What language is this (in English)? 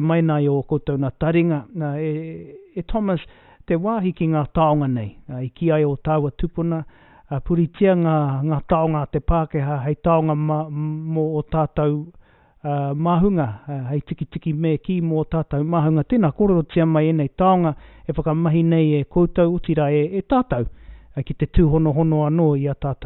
Māori